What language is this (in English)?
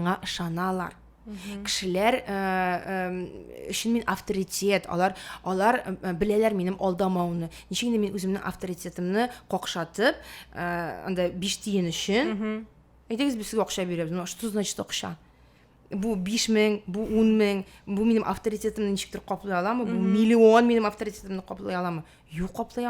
Tatar